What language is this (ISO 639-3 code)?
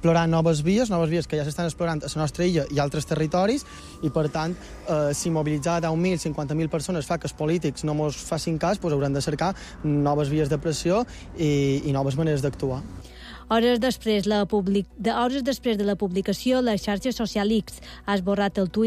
cat